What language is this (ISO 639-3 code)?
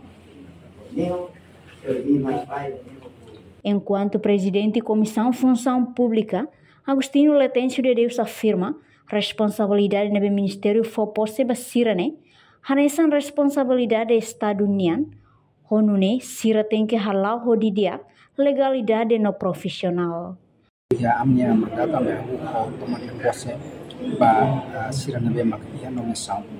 tet